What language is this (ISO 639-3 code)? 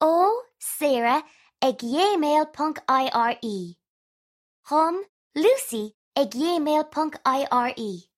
gle